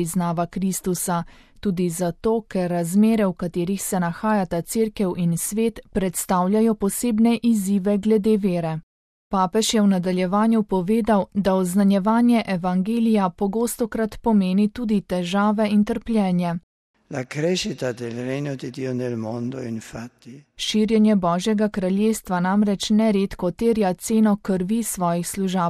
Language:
Slovenian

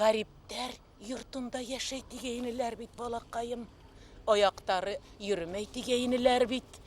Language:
Bashkir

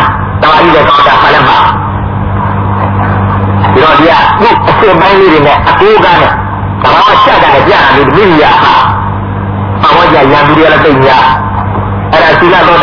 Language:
Burmese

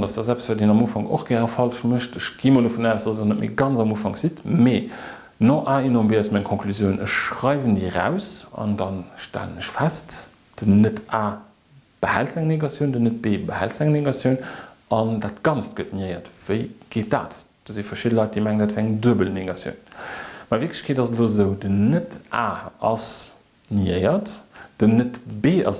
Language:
Luxembourgish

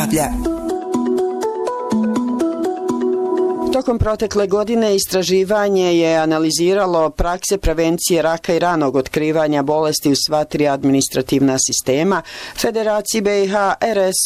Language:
Bosnian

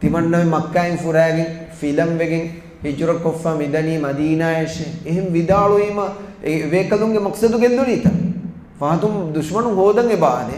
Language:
Divehi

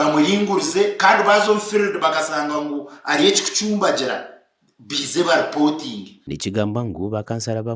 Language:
Nyankole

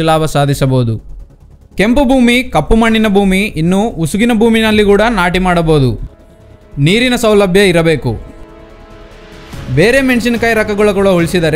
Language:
Kannada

